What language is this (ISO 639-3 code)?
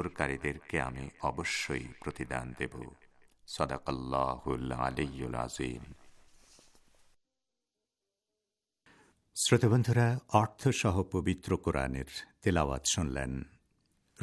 ben